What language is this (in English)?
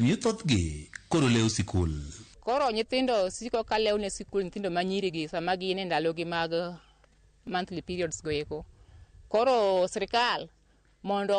Luo (Kenya and Tanzania)